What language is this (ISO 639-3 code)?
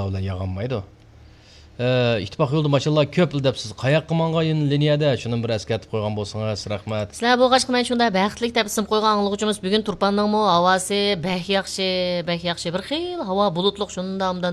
uig